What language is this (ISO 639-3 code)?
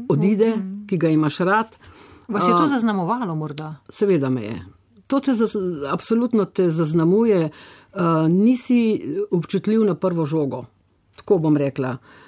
slv